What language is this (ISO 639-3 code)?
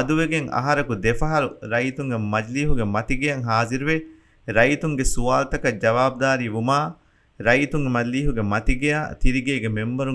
div